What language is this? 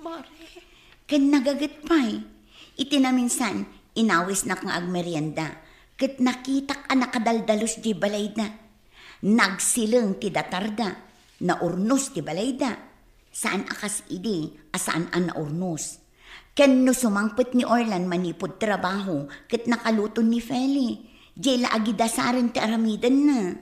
Iloko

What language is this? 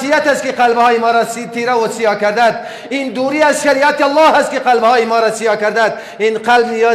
Persian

